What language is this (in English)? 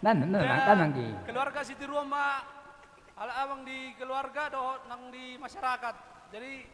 Batak Toba